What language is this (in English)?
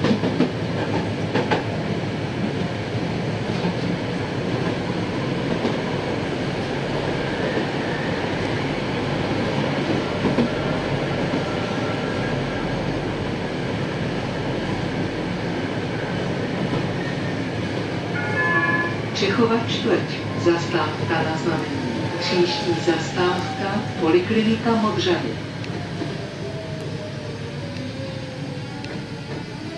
Czech